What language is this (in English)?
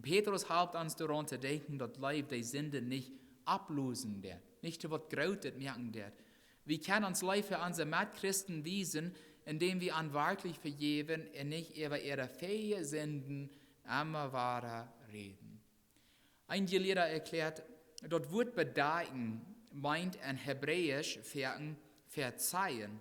Plautdietsch